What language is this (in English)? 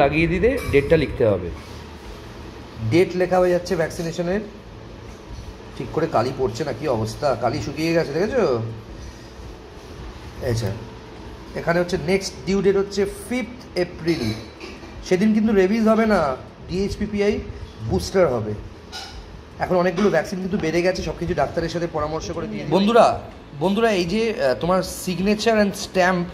Bangla